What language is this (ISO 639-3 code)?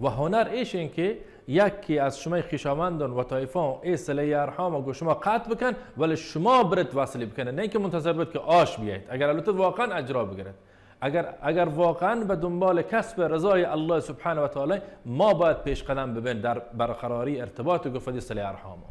bal